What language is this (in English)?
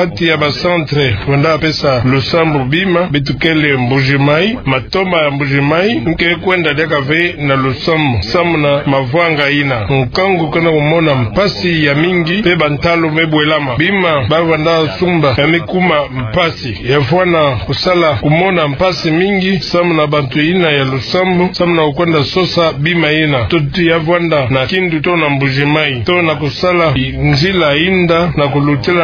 Kituba (Democratic Republic of Congo)